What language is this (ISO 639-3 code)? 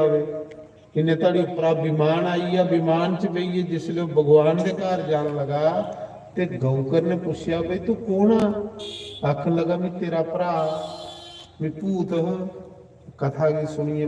doi